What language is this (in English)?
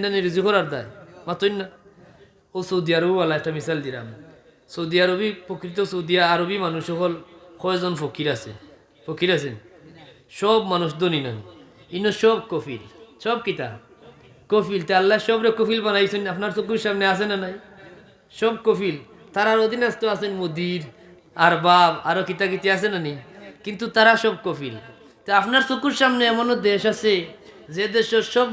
Sylheti